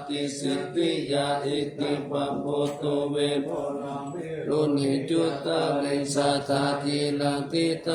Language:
Pali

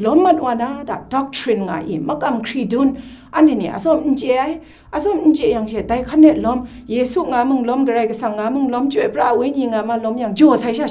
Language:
Kachin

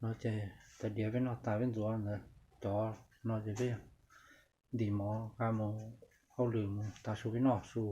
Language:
Hmong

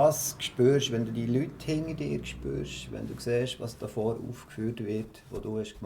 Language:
Swiss German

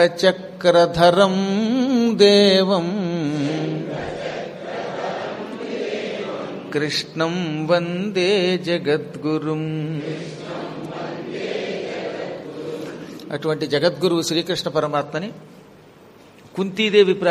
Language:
Telugu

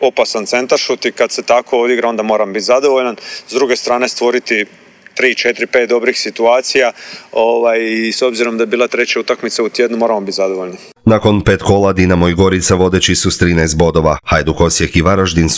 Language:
Croatian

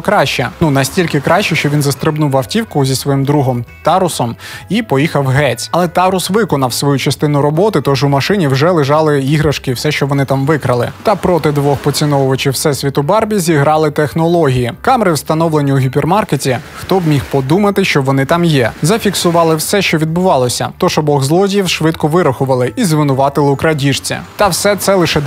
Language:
Ukrainian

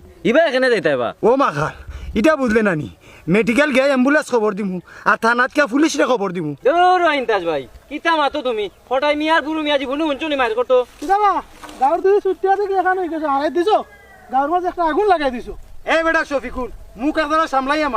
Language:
Sylheti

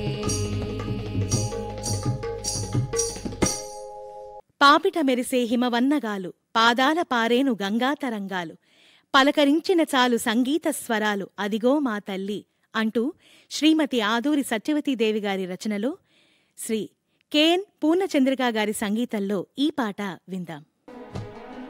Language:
Telugu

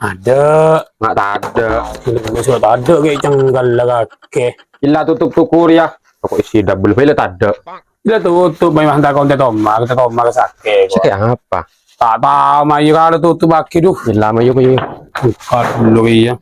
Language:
Madurese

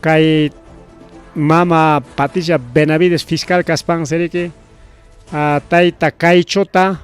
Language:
Ayacucho Quechua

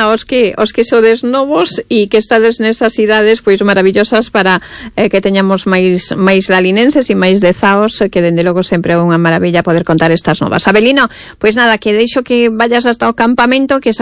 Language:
Galician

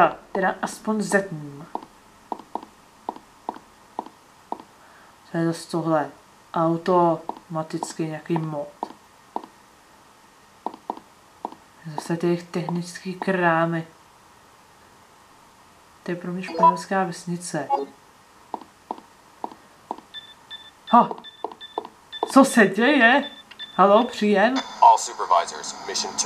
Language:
Czech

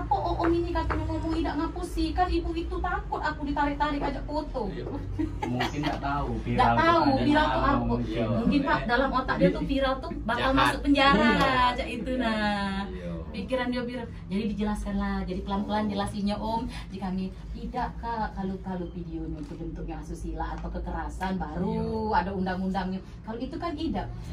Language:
Musi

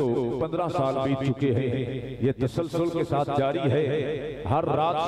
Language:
Hindi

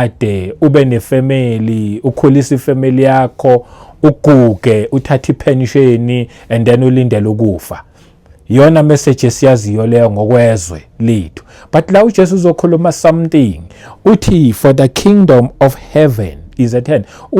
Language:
Zulu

